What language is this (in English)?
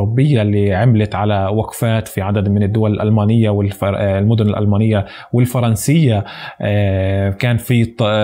North Levantine Arabic